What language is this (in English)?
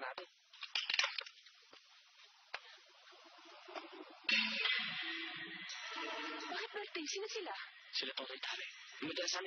Filipino